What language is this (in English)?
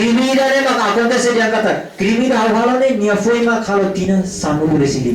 Tetum